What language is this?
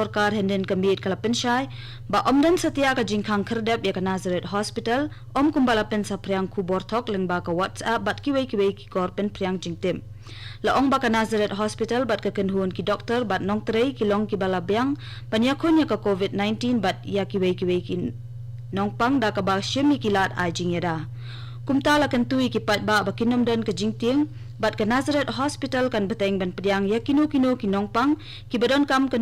Khasi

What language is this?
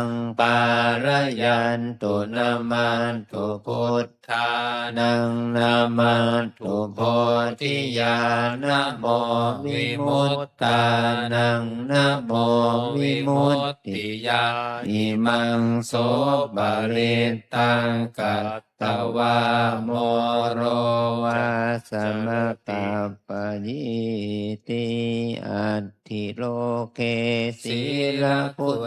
Pali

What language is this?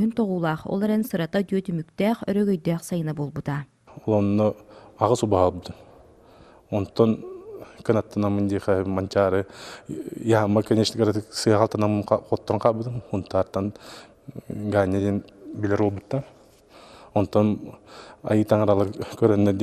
Yakut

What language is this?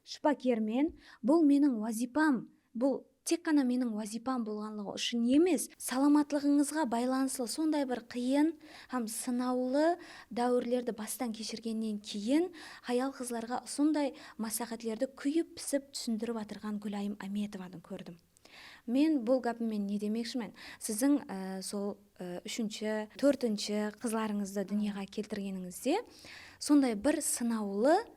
Kara-Kalpak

